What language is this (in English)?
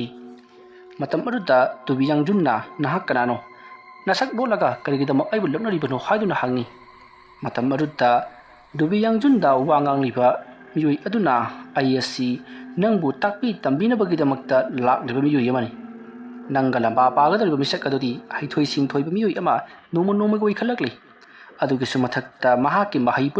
Manipuri